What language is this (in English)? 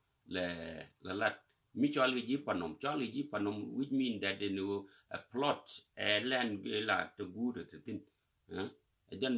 Nuer